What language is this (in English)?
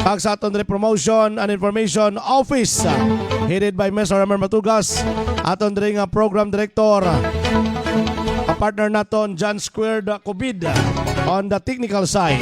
Hiligaynon